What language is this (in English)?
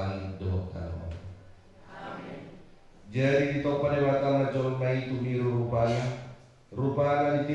Batak Toba